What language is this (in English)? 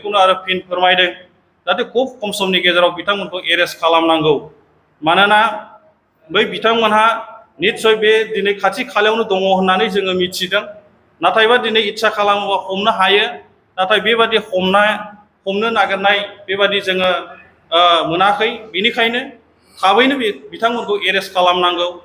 Bodo